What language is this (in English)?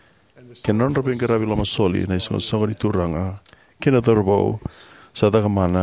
Fijian